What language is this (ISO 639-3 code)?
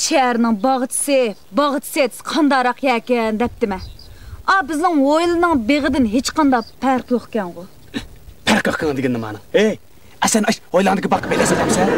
uig